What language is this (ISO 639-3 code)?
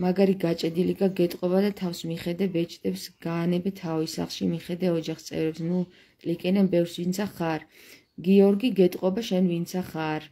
kat